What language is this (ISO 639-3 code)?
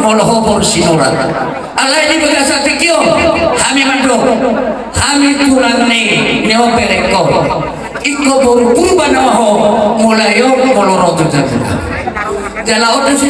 bbc